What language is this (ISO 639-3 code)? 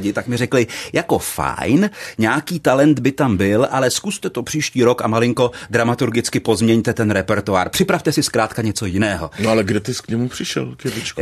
ces